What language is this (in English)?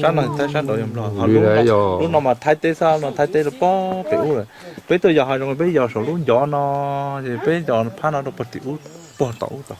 Hmong